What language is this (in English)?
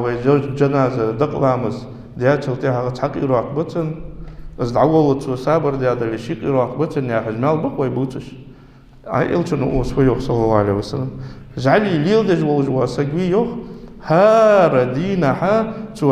Ingush